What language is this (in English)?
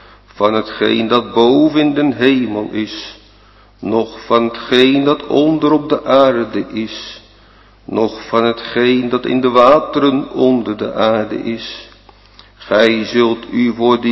Dutch